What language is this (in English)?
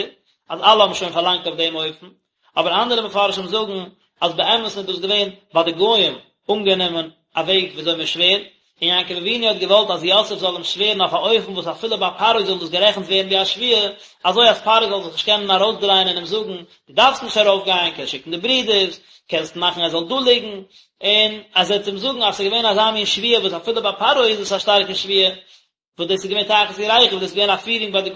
Yiddish